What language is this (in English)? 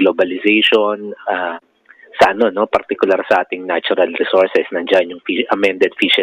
Filipino